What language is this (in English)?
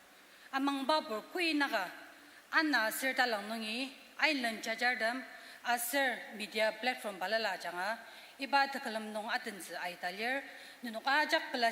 Ao Naga